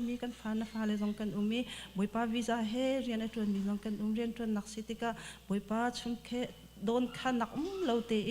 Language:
Hakha Chin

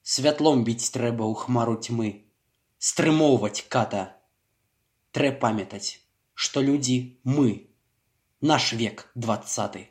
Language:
Belarusian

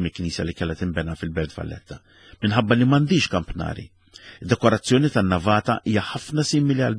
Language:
Maltese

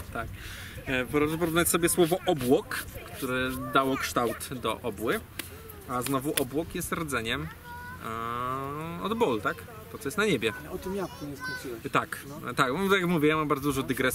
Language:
Polish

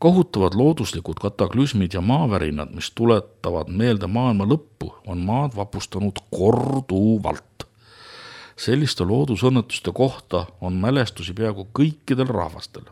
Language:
Estonian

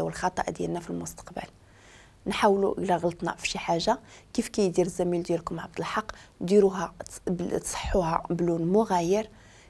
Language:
Moroccan Arabic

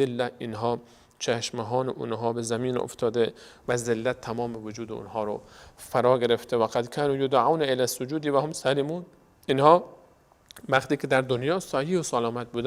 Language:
Persian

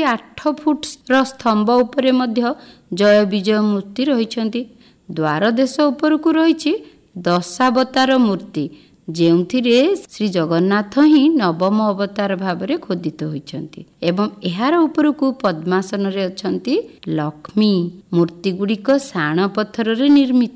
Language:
Odia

